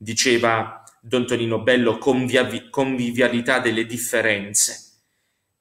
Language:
Italian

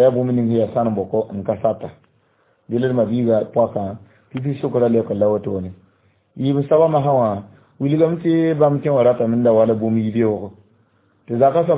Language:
Mossi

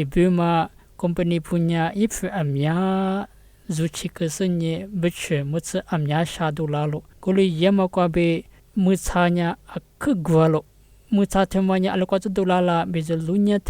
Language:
Lisu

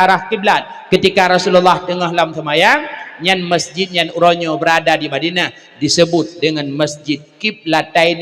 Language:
Achinese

